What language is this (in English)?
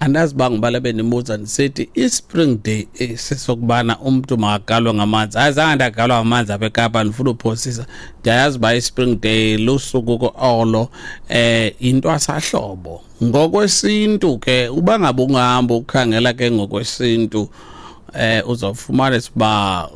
Xhosa